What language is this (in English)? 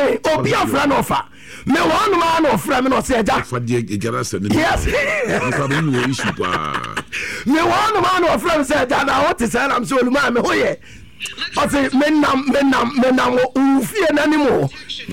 Akan